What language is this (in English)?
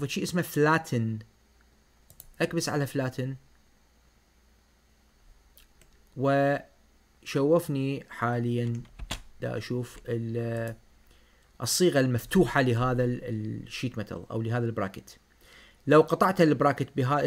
Mesopotamian Arabic